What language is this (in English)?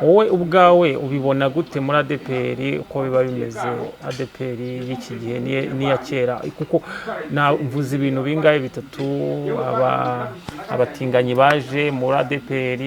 Kinyarwanda